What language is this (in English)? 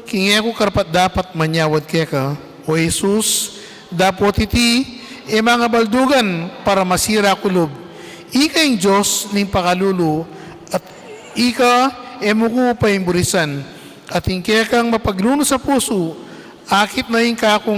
Pampanga